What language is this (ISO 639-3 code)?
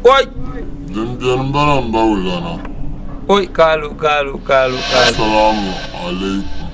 dag